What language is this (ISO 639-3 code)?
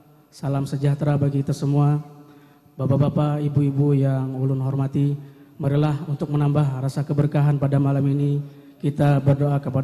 bjn